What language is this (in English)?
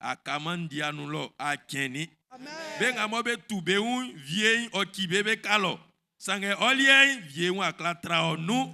Baoulé